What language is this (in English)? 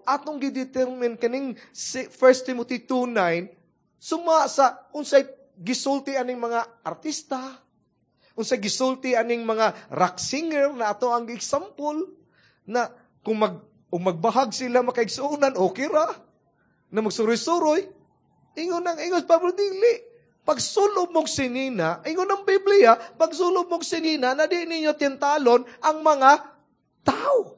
Cebuano